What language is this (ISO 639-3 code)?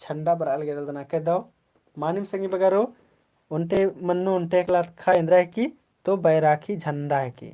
kru